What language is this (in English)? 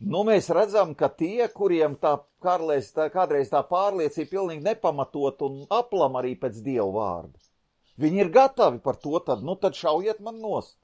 Latvian